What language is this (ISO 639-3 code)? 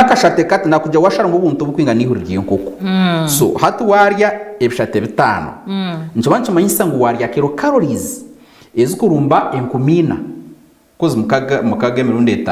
nyn